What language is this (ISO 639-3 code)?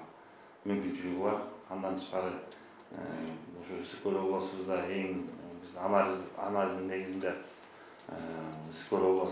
kir